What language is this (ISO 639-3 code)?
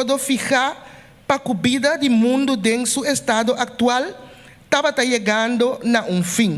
pap